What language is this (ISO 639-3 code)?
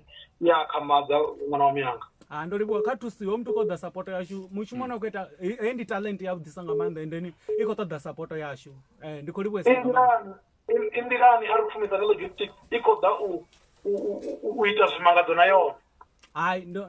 ven